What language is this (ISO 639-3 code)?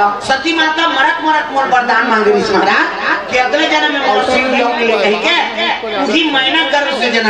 hne